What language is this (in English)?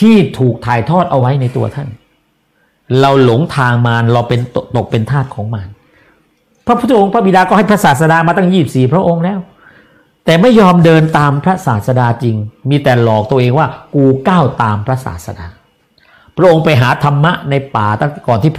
Thai